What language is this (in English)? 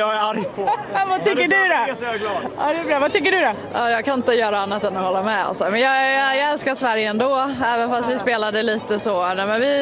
Swedish